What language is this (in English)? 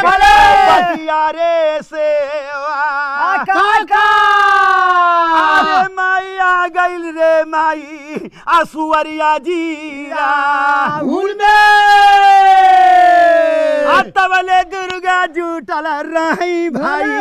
Bhojpuri